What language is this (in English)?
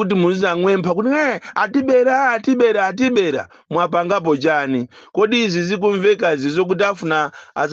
Nyanja